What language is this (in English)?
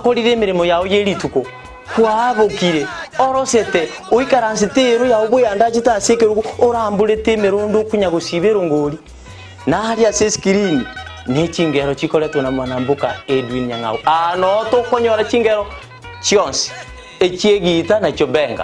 Gusii